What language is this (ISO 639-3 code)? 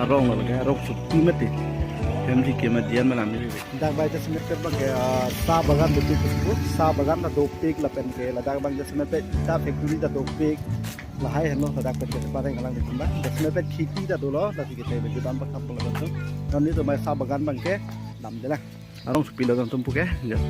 mjw